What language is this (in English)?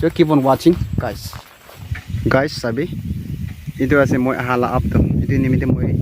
Naga Pidgin